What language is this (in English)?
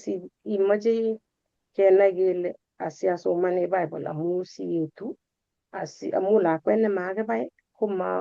Kalenjin